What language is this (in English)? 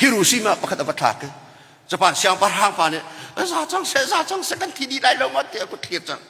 Hakha Chin